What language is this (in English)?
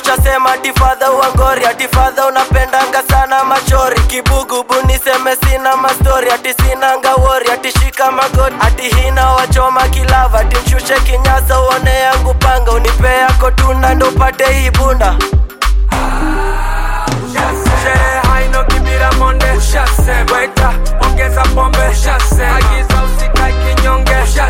Swahili